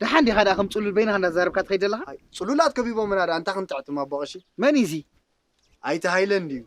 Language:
Tigrinya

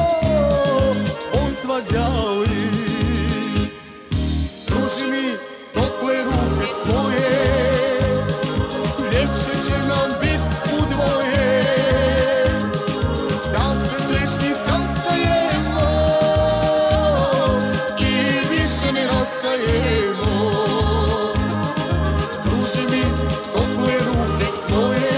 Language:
Croatian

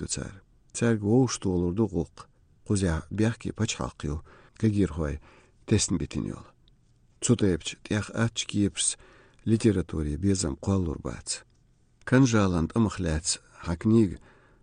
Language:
Chechen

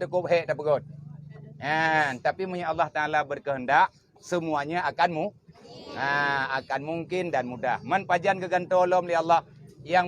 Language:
Achinese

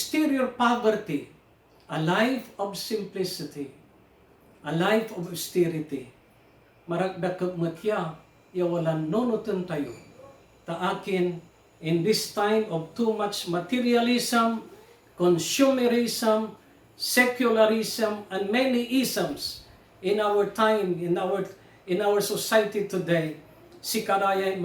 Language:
Pangasinan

